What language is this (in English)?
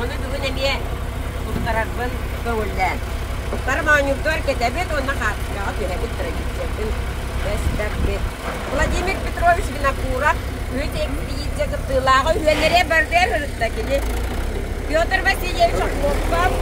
Yakut